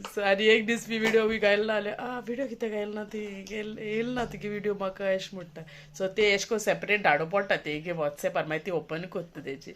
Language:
Konkani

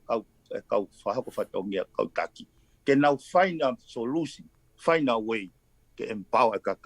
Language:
Tongan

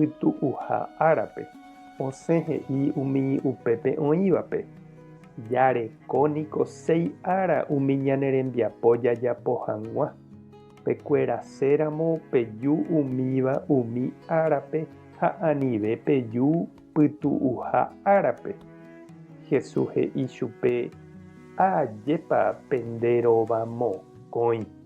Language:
Guarani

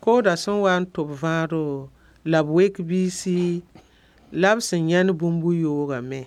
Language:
Mossi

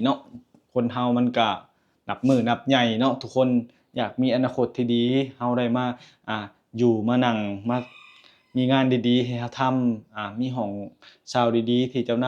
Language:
Lao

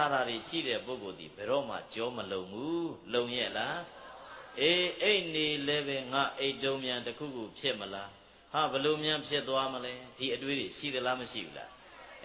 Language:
Burmese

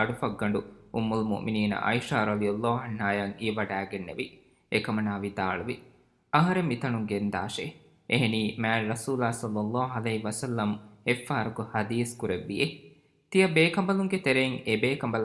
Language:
Divehi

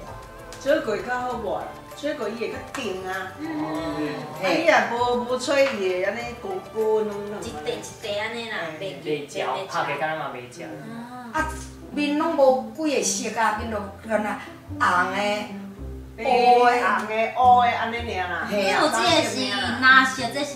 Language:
Min Nan Chinese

